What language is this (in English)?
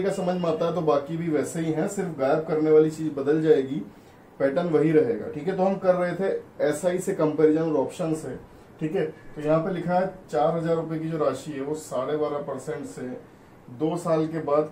Hindi